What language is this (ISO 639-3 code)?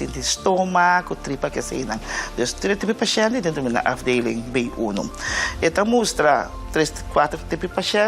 pap